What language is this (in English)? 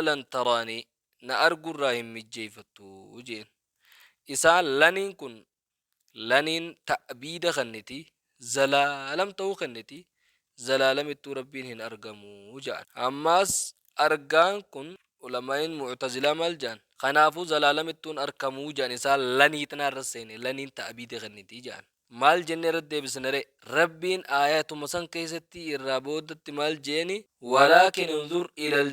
Oromo